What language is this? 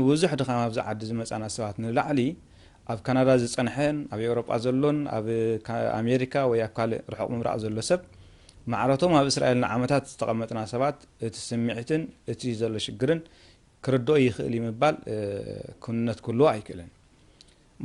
Tigrinya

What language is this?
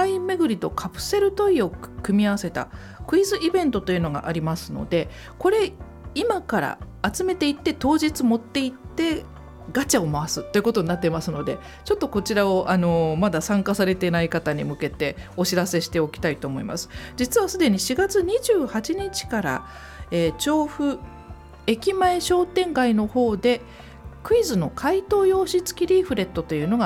Japanese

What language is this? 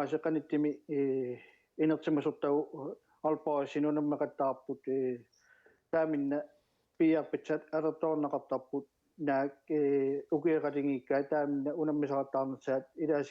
Kalaallisut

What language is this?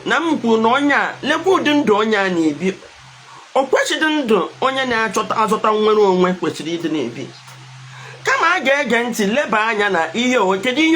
Igbo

